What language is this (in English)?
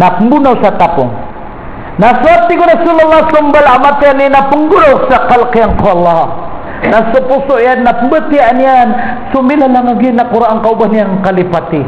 Maranao